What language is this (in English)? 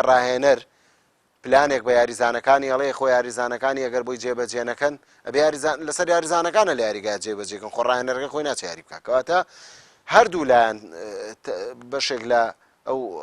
Central Kurdish